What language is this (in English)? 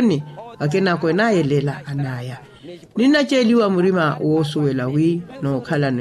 Makhuwa